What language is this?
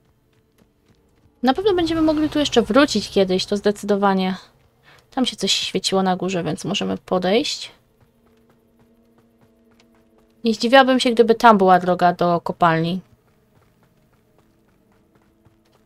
Polish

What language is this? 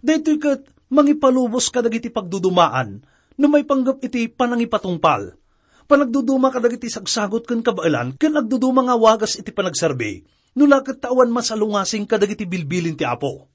Iloko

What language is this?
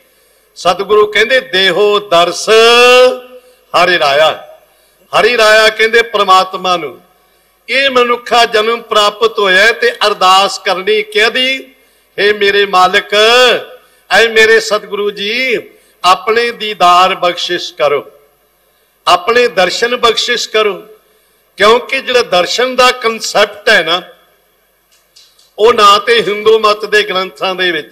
Punjabi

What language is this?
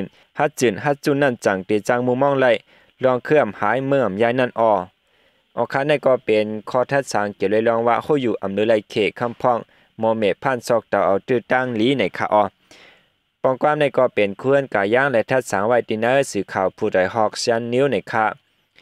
Shan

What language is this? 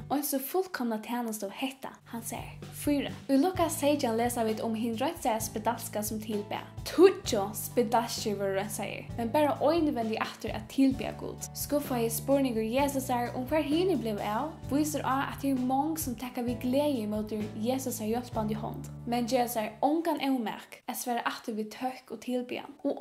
Faroese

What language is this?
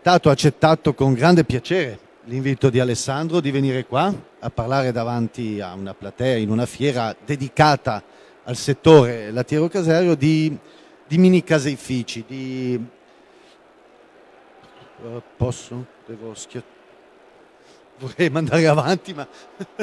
Italian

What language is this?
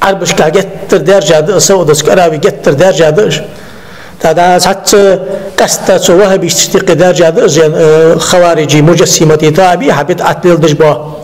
Ingush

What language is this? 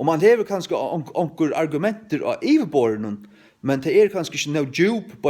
Faroese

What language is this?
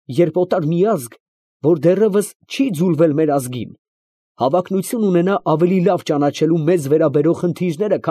Armenian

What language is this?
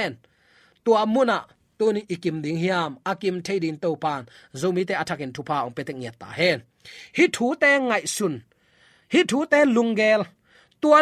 Tedim Chin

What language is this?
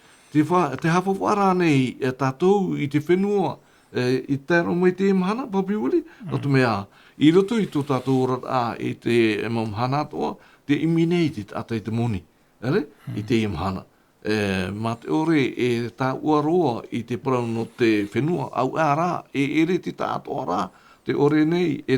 Tahitian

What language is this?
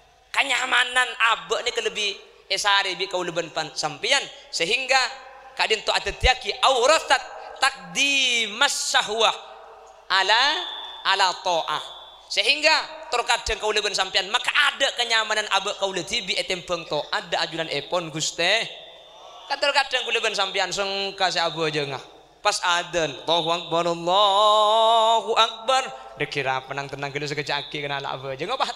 Madurese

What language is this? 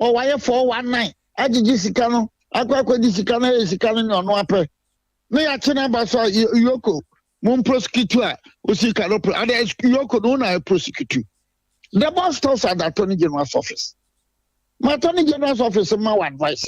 Akan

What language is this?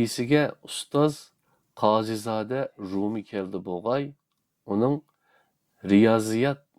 Uyghur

